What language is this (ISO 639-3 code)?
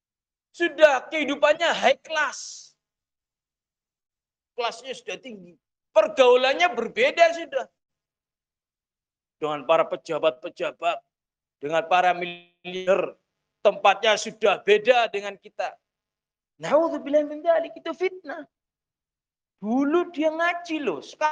ind